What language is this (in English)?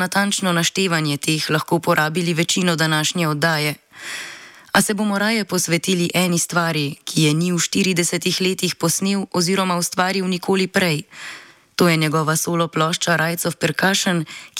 Slovenian